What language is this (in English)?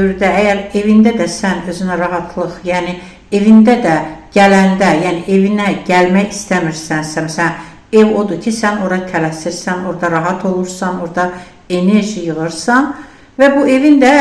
Azerbaijani